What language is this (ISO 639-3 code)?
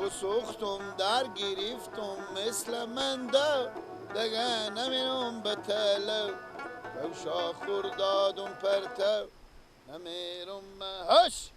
fas